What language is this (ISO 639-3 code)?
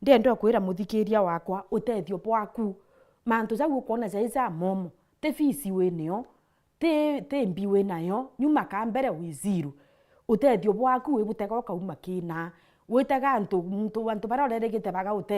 mer